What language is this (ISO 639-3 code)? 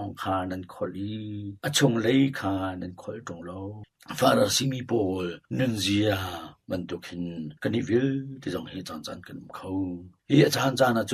cnh